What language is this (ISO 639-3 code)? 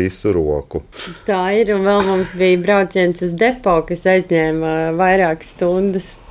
lav